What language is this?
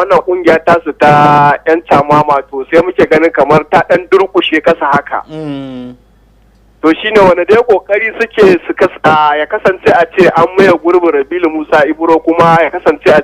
Hausa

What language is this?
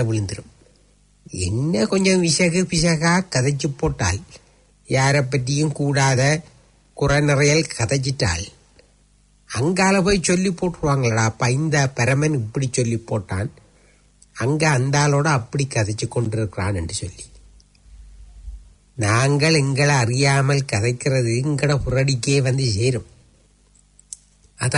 Tamil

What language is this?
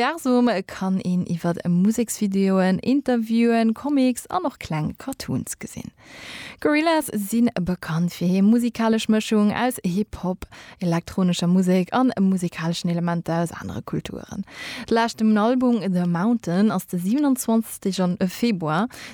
Luxembourgish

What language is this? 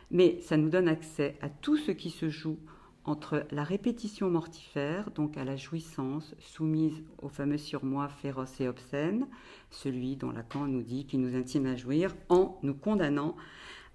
French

